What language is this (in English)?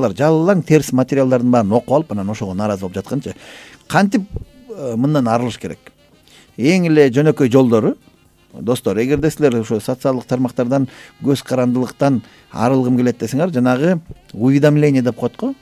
Kyrgyz